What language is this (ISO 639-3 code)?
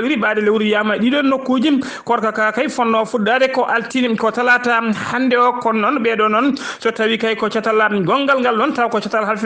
ful